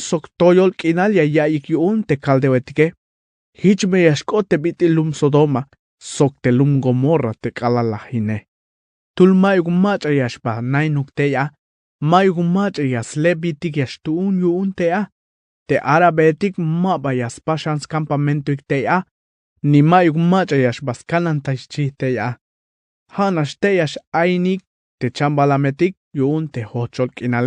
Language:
Tzeltal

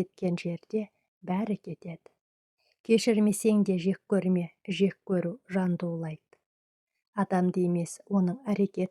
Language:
Kazakh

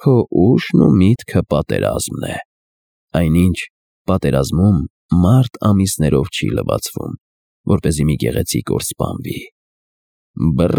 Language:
Armenian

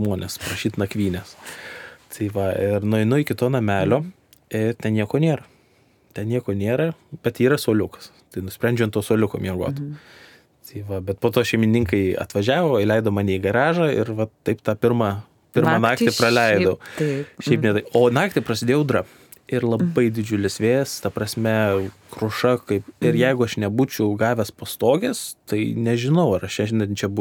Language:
Lithuanian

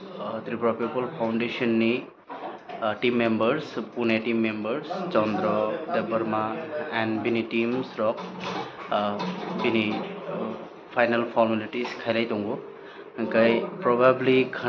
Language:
Kok Borok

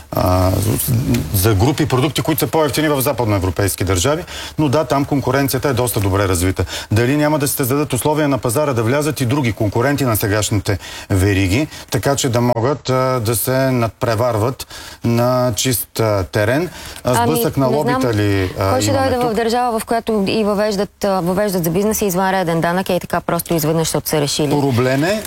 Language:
Bulgarian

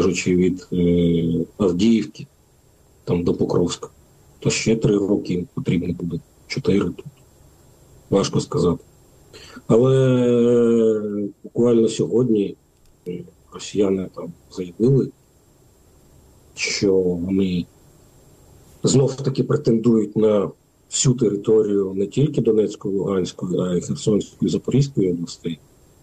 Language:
Ukrainian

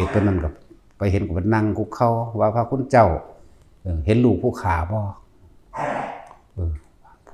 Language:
Northeastern Thai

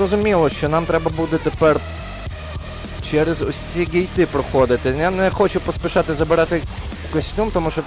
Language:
Ukrainian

